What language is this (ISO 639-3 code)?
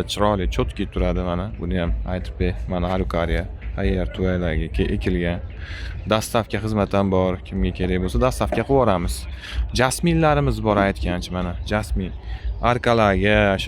uzb